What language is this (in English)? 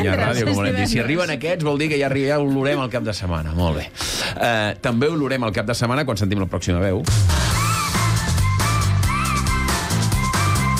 Catalan